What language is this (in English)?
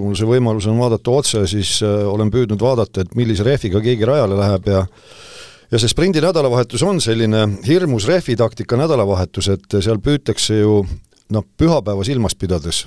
Estonian